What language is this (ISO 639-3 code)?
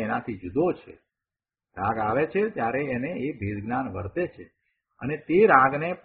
guj